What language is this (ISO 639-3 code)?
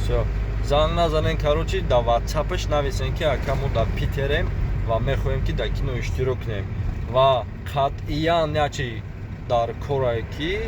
tgk